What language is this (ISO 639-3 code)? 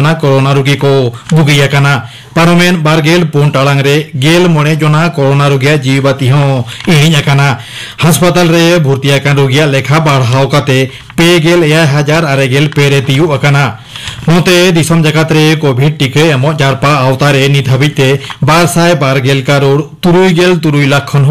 sat